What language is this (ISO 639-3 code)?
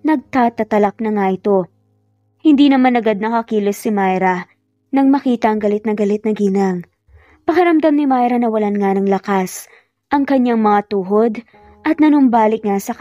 fil